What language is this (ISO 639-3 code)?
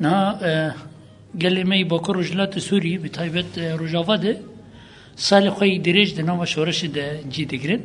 kur